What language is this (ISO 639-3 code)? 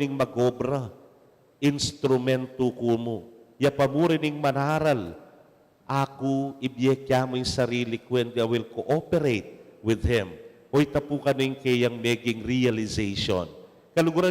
pam